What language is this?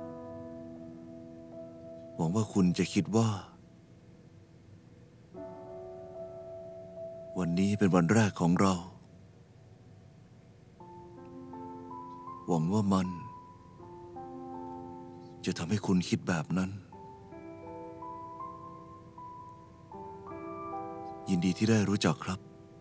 Thai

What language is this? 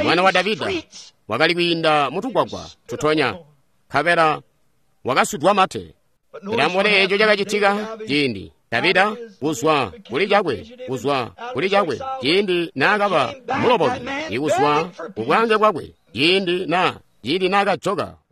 Tonga (Zambia)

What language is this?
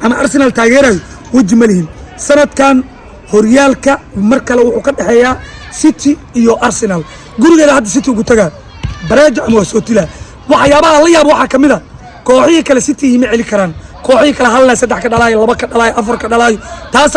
Somali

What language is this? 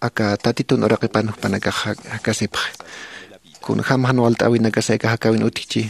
Aymara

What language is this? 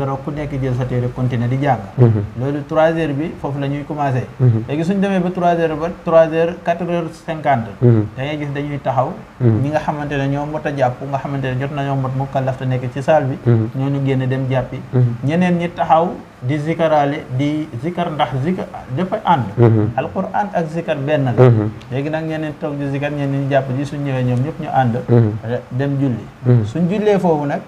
Wolof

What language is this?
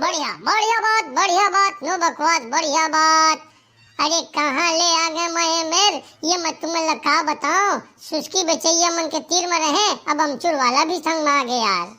Chhattisgarhi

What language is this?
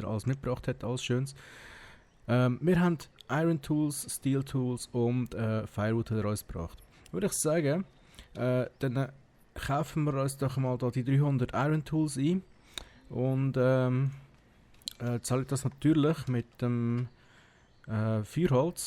Swiss German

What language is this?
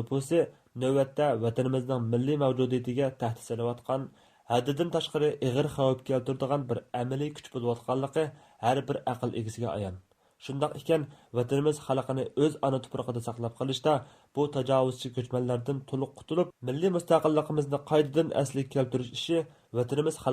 Uyghur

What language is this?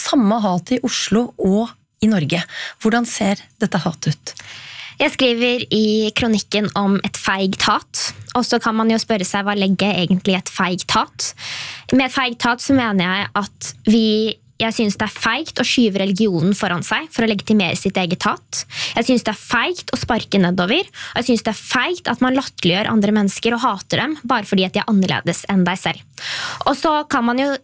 Norwegian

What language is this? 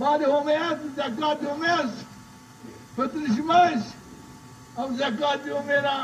Zaza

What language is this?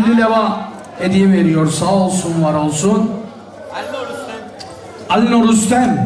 Turkish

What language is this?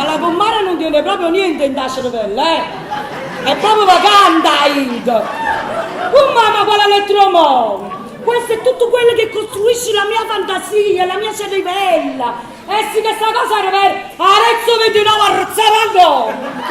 Neapolitan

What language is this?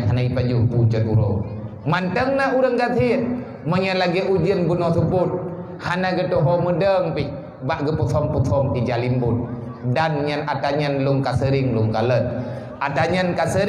Achinese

